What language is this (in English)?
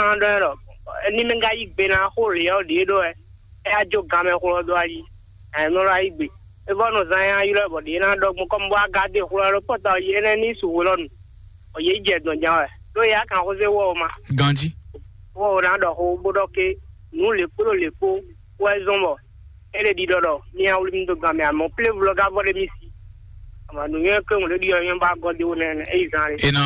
Fon